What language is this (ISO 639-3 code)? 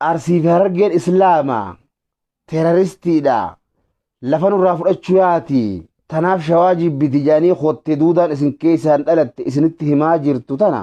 orm